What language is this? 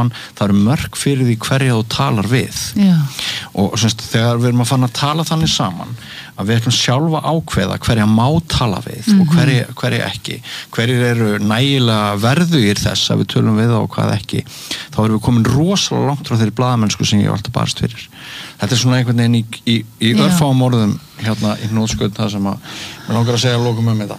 Icelandic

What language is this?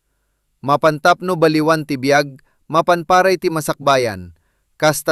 Iloko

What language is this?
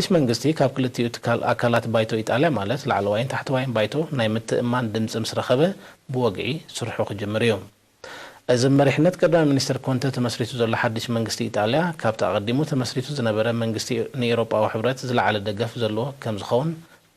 Tigrinya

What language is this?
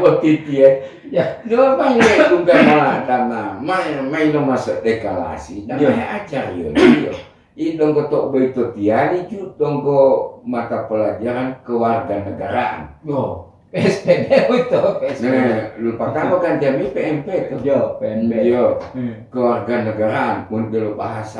Gorontalo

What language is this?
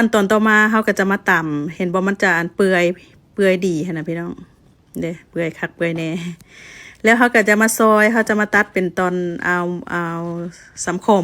Lao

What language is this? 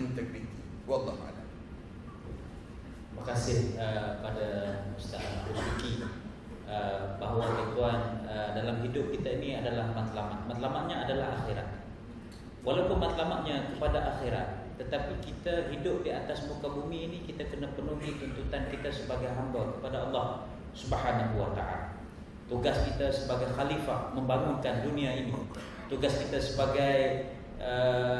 Malay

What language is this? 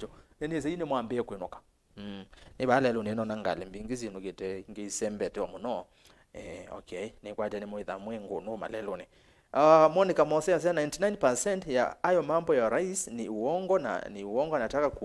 Kamba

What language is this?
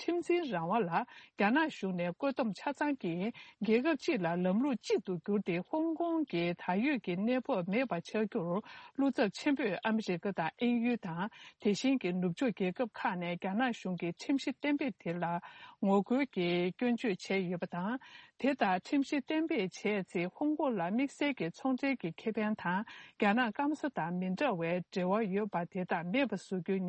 Tibetan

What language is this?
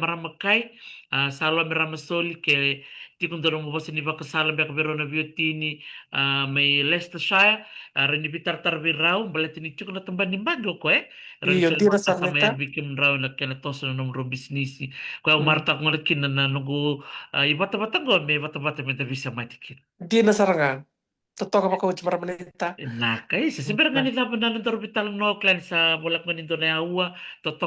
Fijian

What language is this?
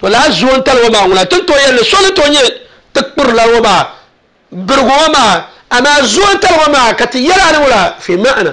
Dagbani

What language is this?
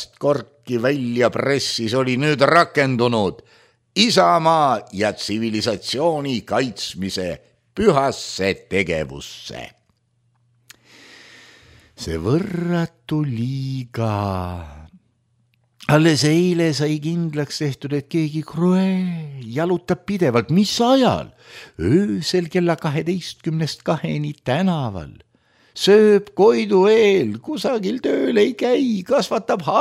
Estonian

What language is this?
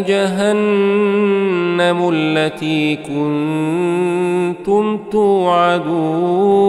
Arabic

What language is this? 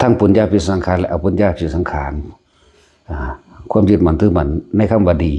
Lao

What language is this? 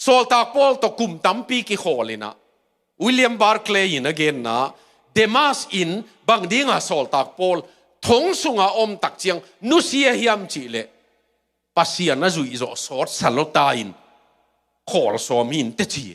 Tedim Chin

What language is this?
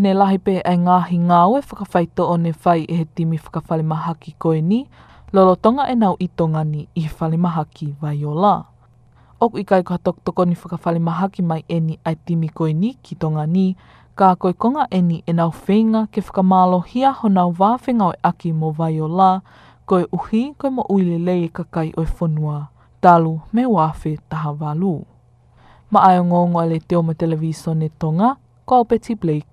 Tongan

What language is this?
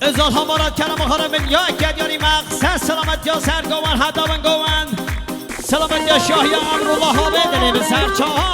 Kurdish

